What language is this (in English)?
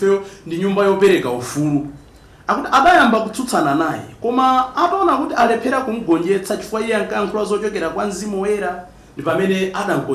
Nyanja